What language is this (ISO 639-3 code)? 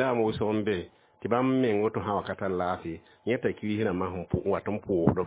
mos